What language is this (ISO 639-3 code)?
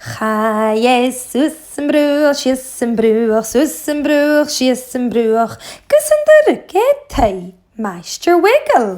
gla